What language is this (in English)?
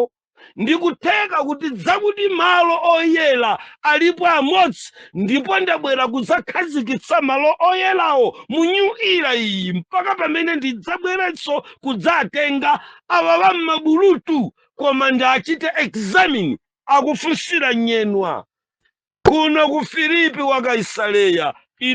Nyanja